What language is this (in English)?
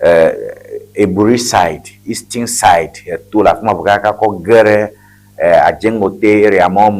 Ewe